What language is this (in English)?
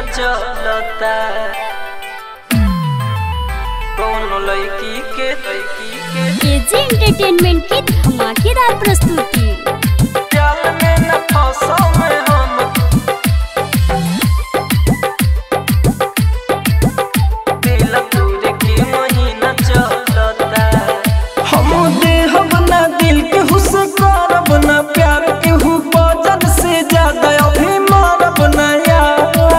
Bhojpuri